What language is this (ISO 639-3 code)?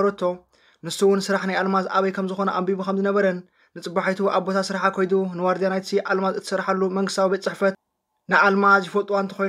tir